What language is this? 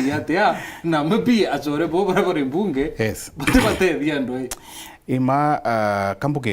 Meru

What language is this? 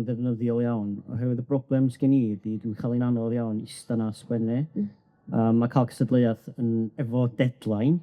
Welsh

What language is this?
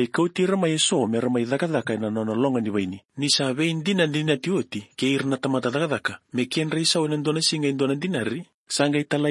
Fijian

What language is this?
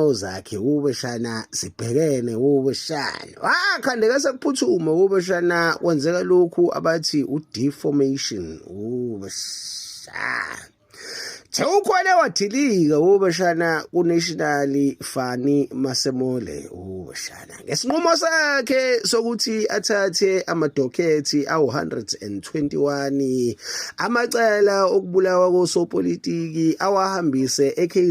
Zulu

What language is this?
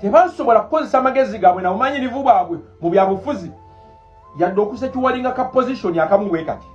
Ganda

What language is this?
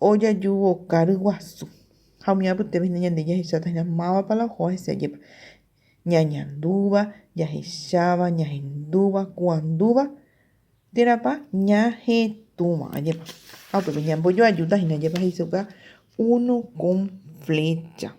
Guarani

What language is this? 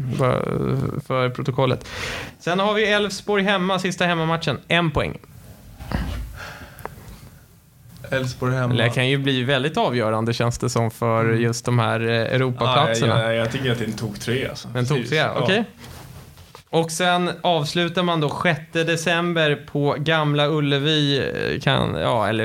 Swedish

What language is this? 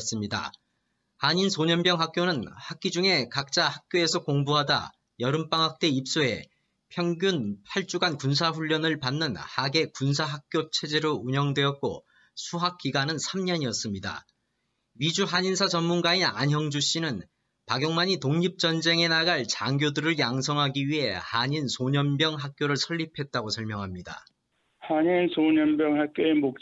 Korean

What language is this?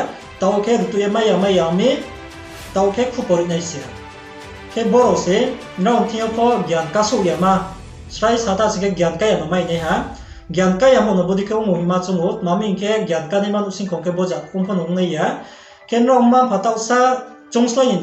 Riang (India)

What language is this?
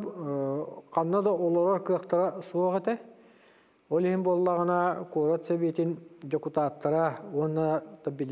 Yakut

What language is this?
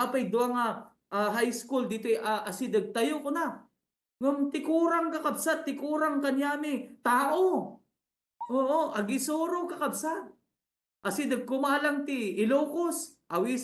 Iloko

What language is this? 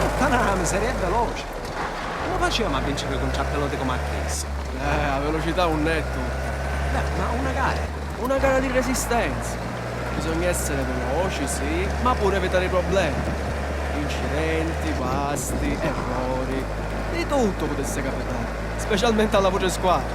Sicilian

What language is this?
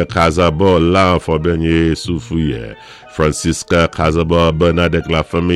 Saint Lucian Creole French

